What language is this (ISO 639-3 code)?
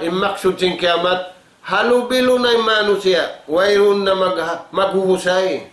tsg